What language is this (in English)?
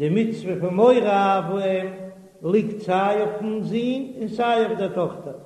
Yiddish